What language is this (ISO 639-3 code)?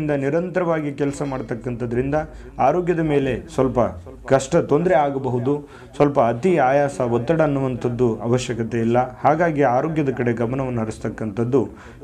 kan